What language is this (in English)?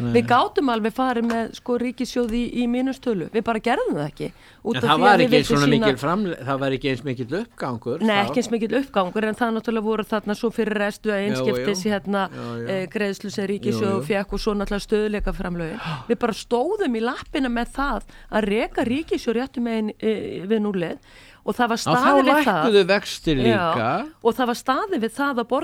Icelandic